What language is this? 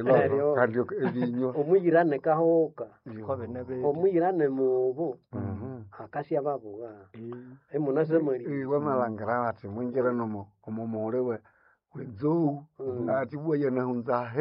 Nande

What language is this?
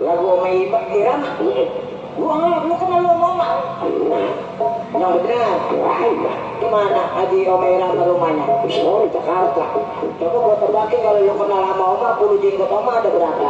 Betawi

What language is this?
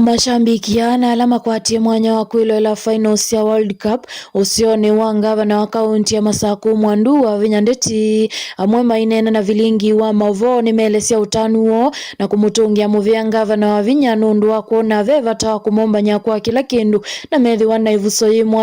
Kamba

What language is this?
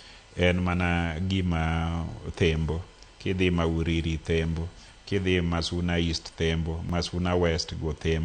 Luo (Kenya and Tanzania)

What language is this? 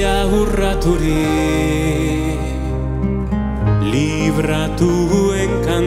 Basque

